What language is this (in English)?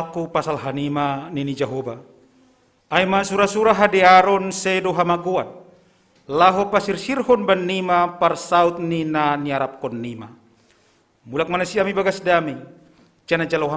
Batak Simalungun